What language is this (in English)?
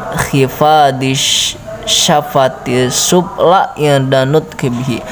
Sundanese